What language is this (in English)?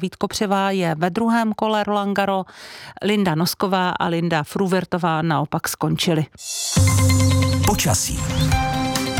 Czech